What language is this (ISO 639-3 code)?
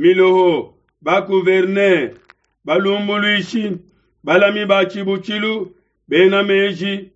lua